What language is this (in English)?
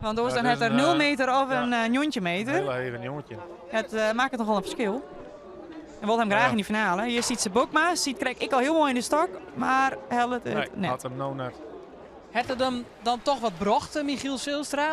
Western Frisian